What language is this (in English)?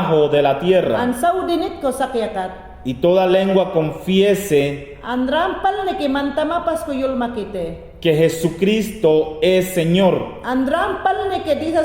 Mayangna